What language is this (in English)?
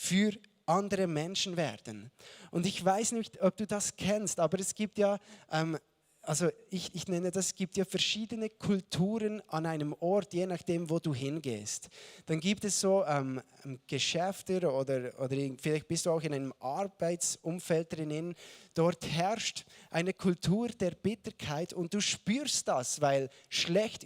Swiss German